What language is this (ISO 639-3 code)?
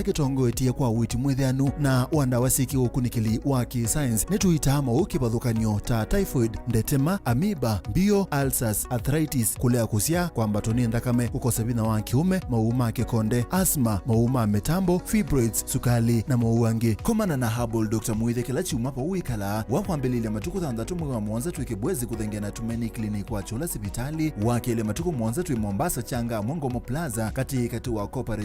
kam